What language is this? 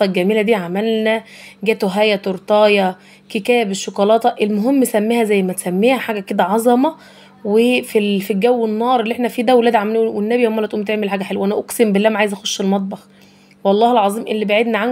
Egyptian Arabic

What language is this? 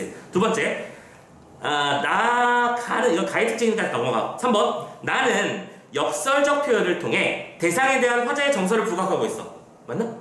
Korean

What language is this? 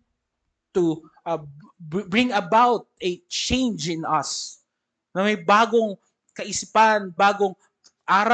Filipino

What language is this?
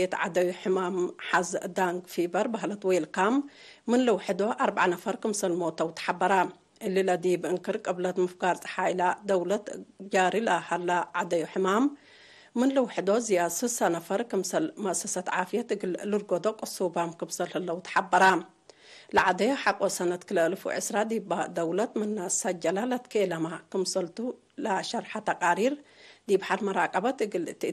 Tigre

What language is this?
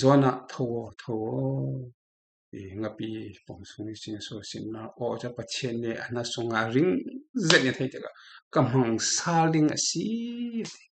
Falam Chin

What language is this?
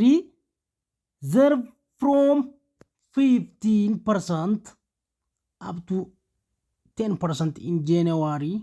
Oromo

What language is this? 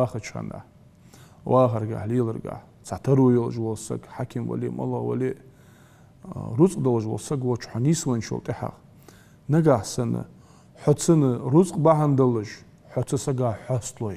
Ingush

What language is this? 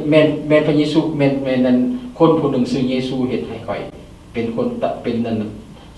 Lao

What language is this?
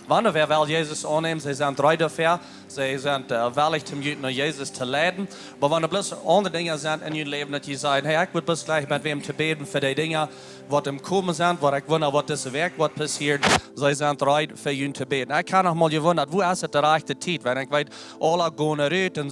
Plautdietsch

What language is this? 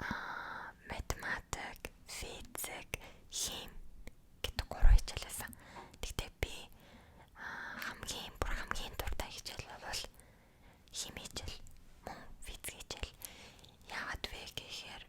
Mongolian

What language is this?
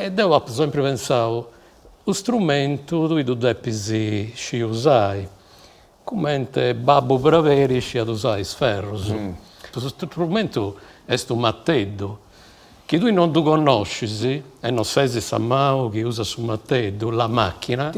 Sardinian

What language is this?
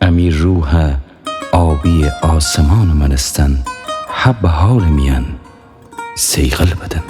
Gilaki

